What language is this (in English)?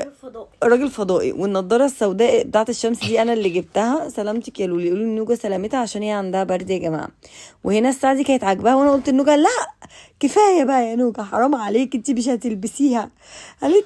Egyptian Arabic